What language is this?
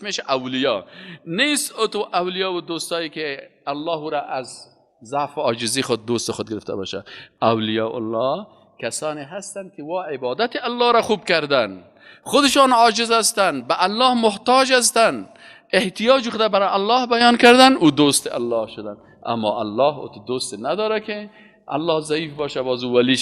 Persian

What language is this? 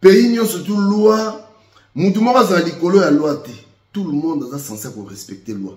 Lingala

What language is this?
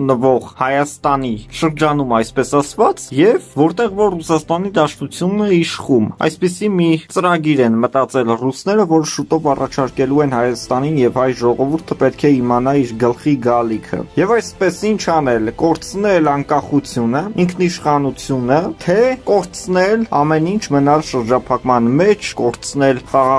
Armenian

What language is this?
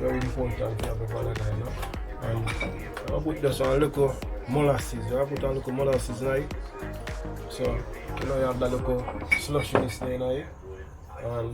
Jamaican Creole English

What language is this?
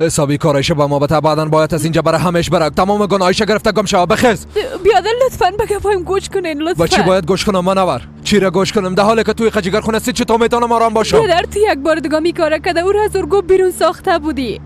Persian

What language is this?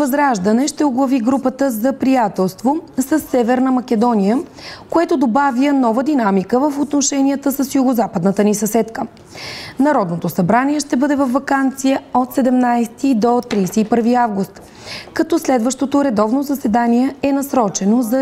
Bulgarian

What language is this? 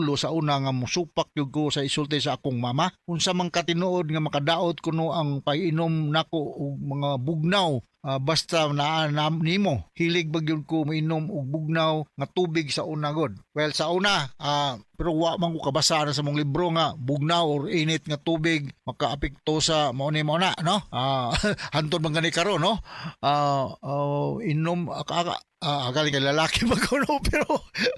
Cebuano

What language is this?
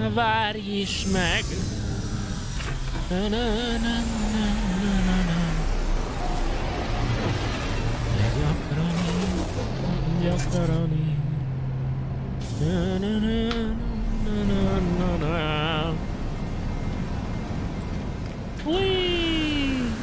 Hungarian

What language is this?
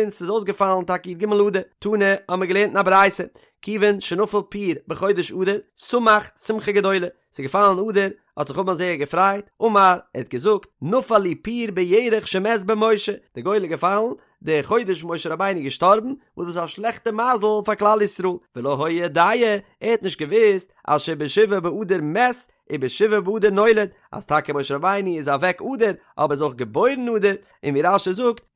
Yiddish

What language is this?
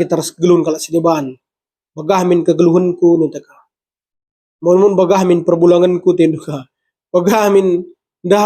Batak Karo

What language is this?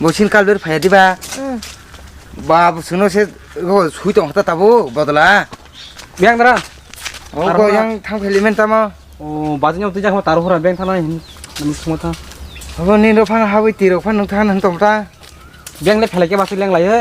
Kok Borok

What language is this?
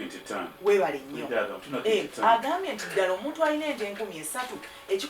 Ganda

